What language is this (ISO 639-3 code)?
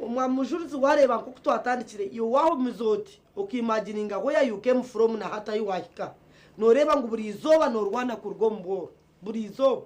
nyn